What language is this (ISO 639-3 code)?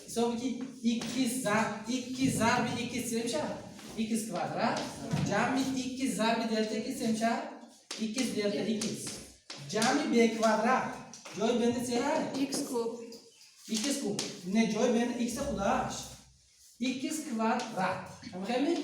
tgk